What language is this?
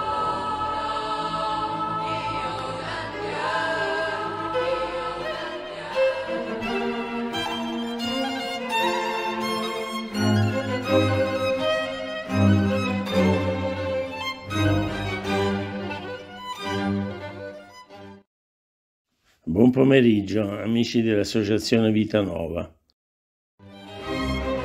Italian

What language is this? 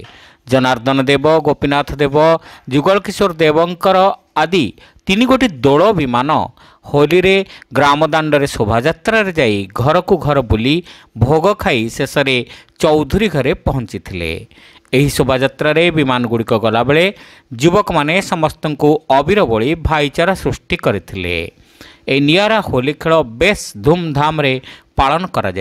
Odia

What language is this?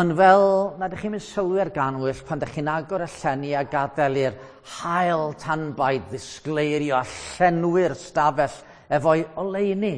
Welsh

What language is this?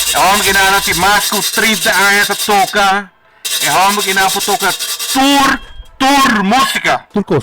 Papiamento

